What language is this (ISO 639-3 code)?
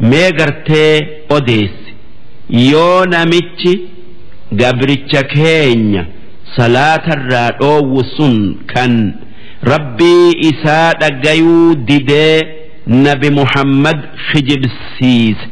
orm